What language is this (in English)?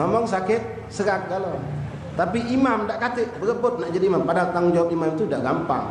Musi